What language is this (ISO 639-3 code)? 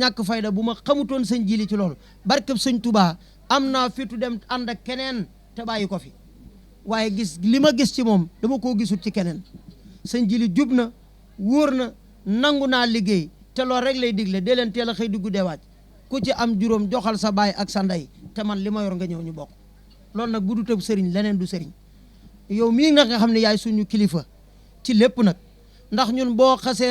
wol